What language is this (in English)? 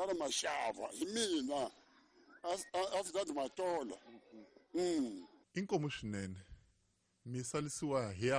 Tsonga